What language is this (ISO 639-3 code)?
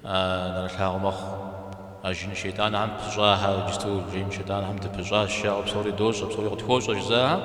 kbd